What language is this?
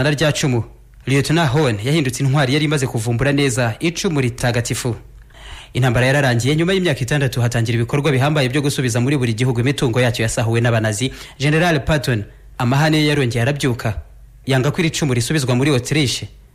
Kinyarwanda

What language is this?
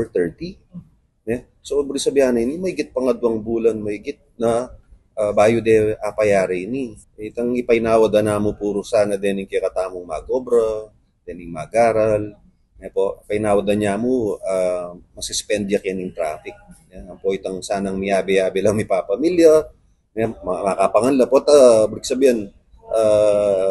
Pampanga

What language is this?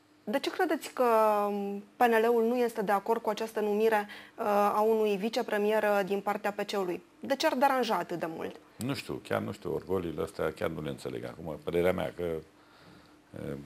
Romanian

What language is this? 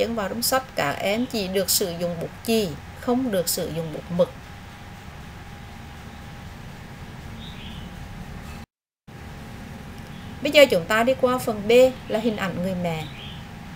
Vietnamese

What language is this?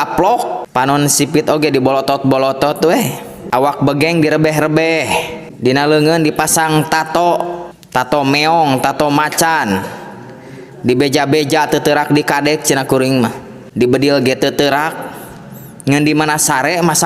Sundanese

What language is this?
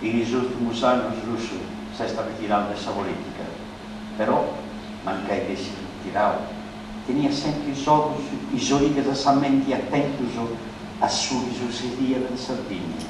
Sardinian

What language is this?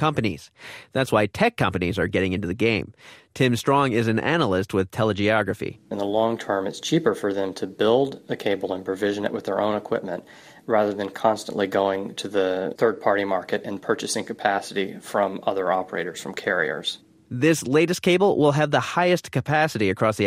English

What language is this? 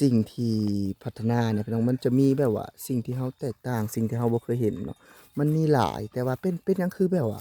Lao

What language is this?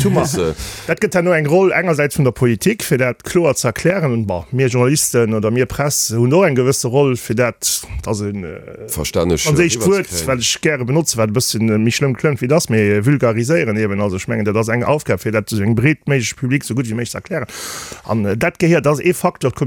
Luxembourgish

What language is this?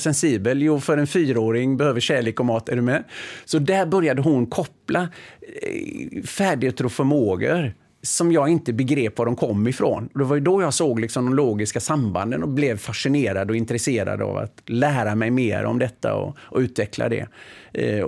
Swedish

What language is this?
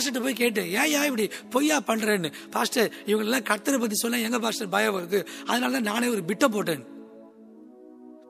Tamil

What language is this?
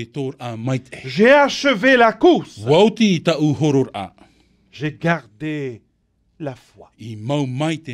Tahitian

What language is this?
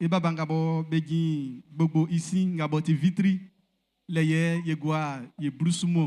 Baoulé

